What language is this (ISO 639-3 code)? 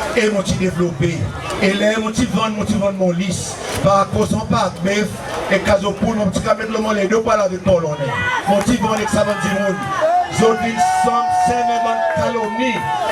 crs